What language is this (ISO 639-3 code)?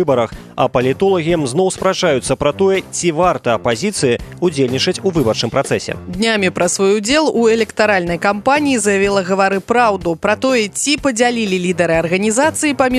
bel